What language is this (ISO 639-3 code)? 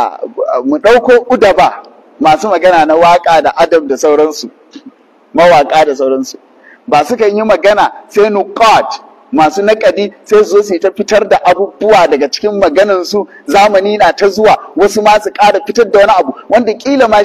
hau